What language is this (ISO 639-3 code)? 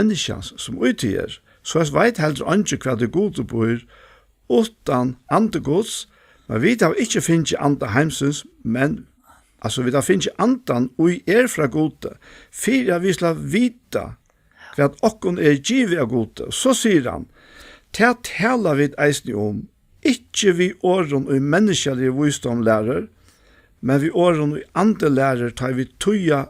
fao